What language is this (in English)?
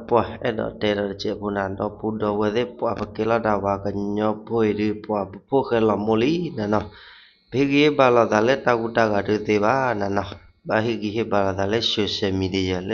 S'gaw Karen